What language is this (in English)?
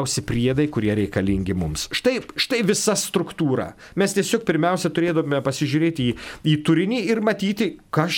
Lithuanian